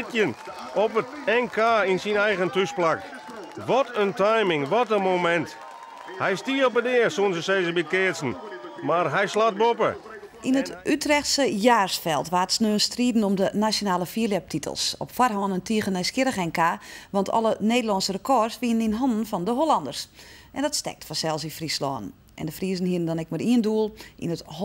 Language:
Western Frisian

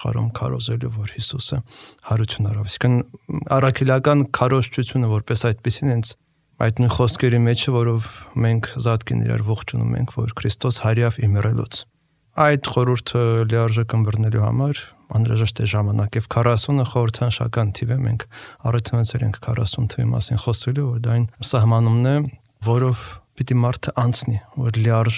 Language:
Armenian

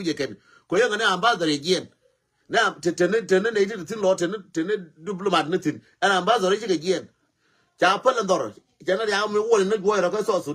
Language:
Nuer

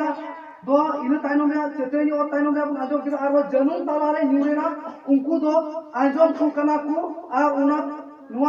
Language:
Santali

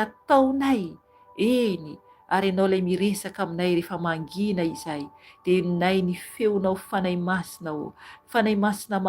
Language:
Malagasy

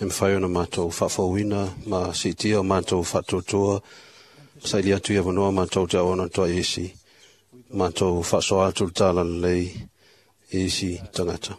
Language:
Samoan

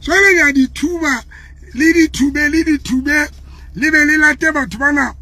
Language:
Southern Sotho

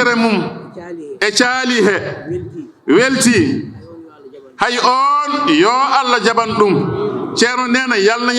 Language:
Fula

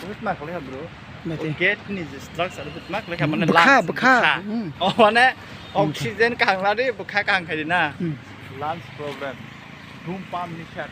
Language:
Kok Borok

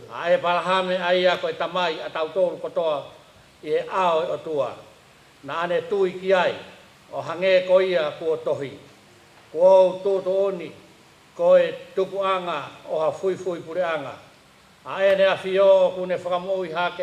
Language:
Tongan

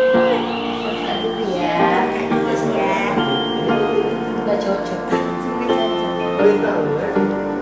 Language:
Indonesian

